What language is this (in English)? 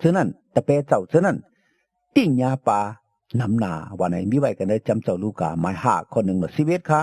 Shan